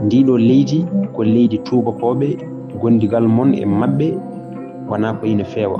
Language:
Fula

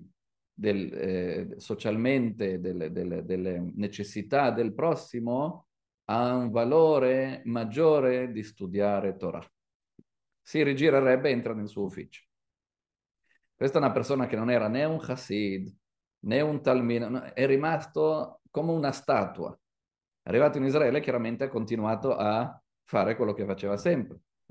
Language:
Italian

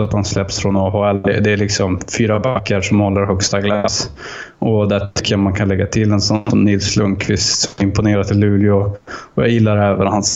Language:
Swedish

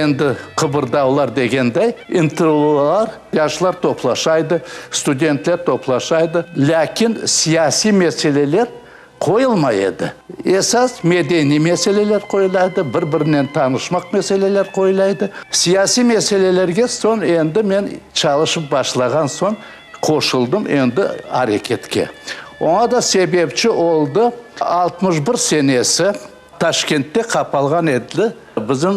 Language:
Crimean Tatar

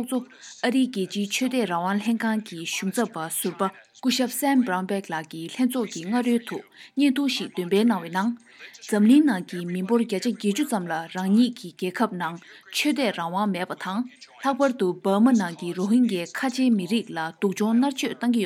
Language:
Tibetan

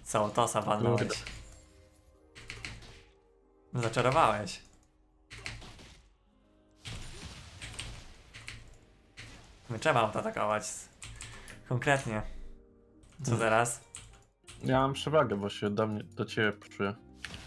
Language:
Polish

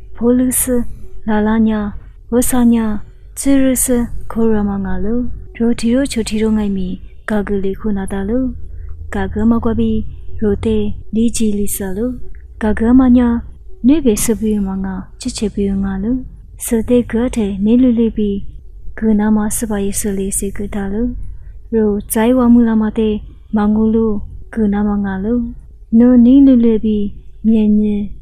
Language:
Lisu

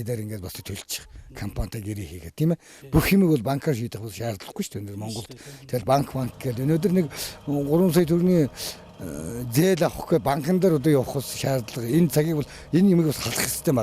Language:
Mongolian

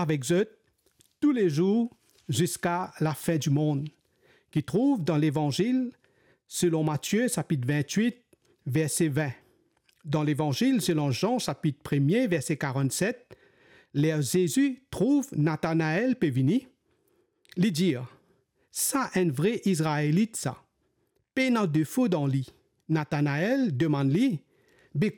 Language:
Morisyen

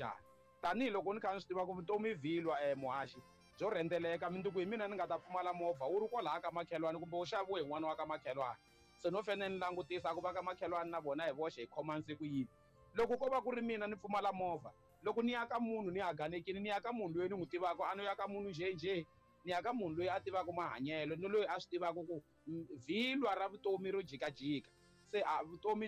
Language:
Tsonga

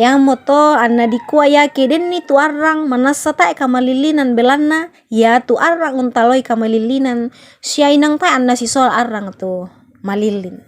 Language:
Toraja-Sa'dan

